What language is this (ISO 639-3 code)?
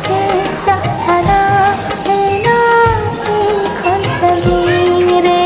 sat